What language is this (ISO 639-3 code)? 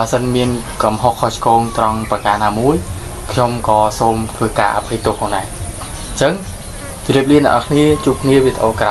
khm